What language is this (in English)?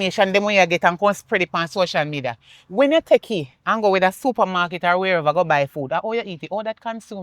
Jamaican Creole English